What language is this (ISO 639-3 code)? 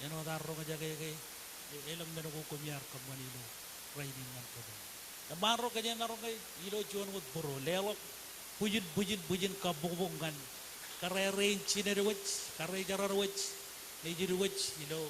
mah